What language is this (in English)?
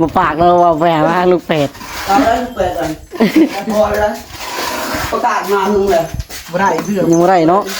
Lao